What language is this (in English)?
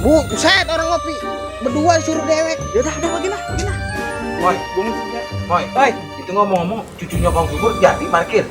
Betawi